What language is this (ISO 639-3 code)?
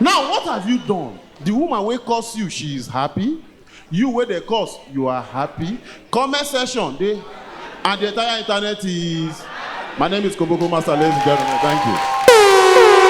pcm